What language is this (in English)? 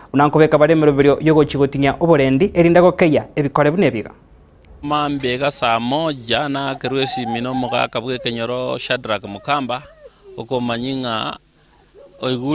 Gusii